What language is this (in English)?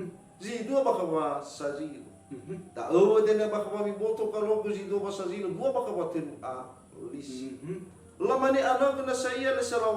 Nias